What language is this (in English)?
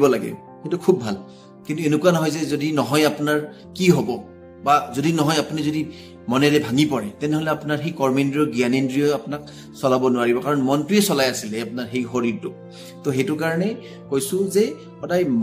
Assamese